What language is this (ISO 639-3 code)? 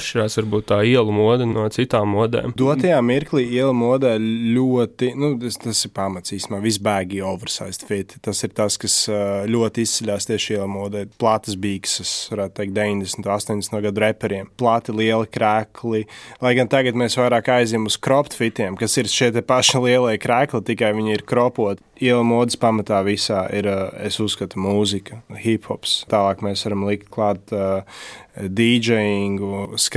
lav